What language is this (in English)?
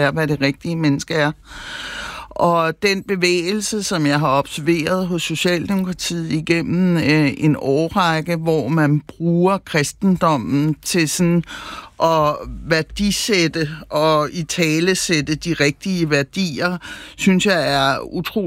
Danish